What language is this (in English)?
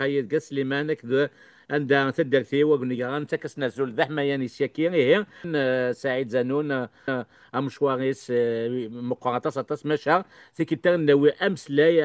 Kabyle